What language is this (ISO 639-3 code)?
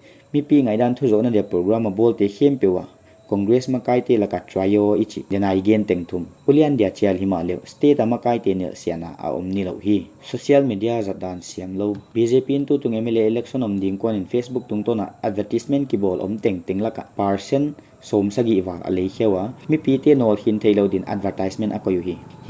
pck